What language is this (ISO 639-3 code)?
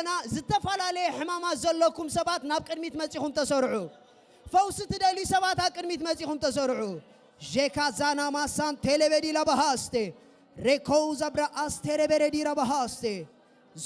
tir